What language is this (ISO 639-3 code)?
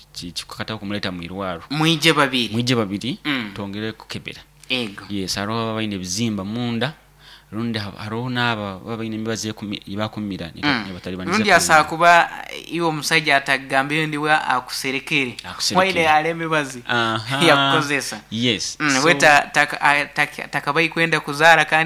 nyo